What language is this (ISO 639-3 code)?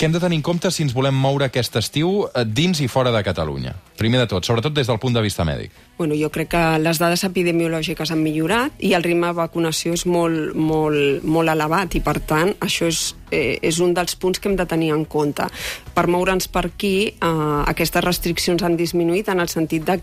cat